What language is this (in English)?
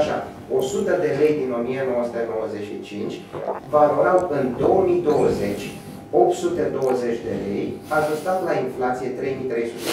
Romanian